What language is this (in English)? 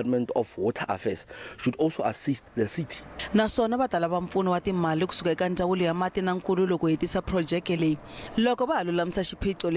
Tsonga